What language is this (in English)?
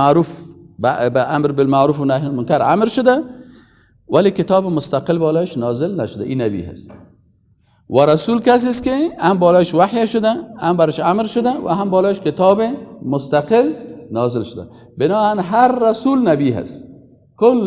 Persian